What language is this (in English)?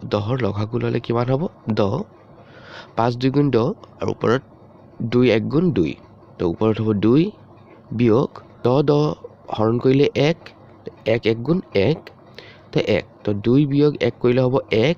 Assamese